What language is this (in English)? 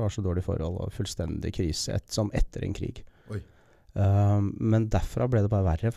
Norwegian